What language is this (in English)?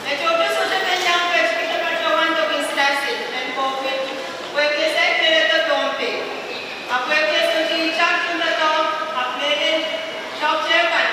Pohnpeian